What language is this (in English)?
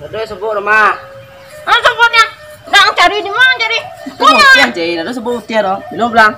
Minangkabau